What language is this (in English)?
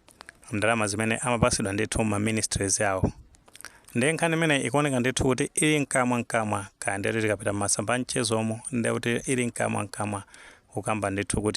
Nyanja